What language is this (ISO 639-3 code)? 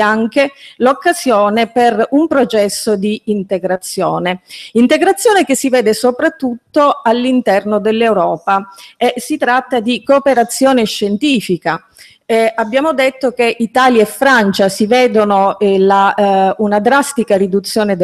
ita